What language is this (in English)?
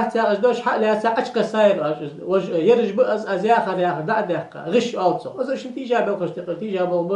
Ingush